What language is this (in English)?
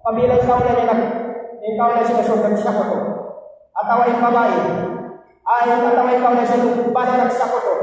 Tausug